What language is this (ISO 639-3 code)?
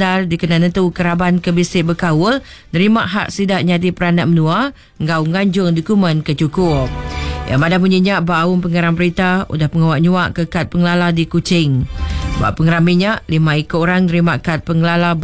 iba